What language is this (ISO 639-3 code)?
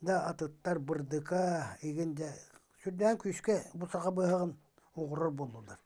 sah